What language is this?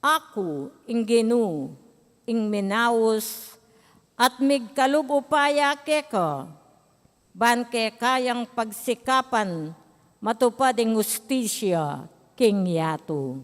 Pampanga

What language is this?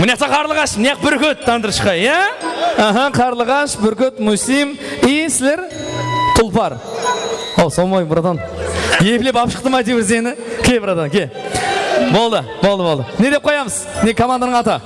Kara-Kalpak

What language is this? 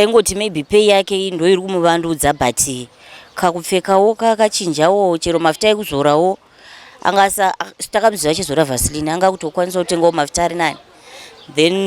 Shona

